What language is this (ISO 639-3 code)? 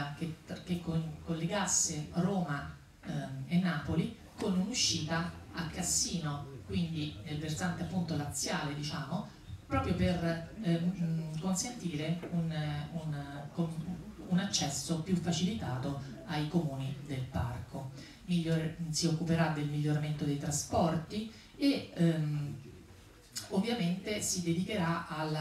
ita